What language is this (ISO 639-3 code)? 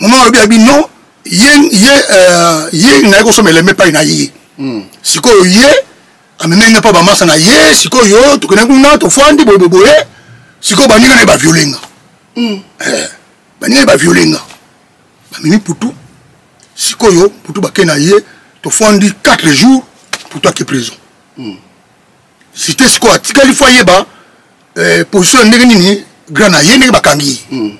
lin